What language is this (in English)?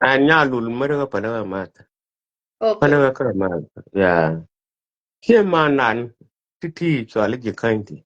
Nuer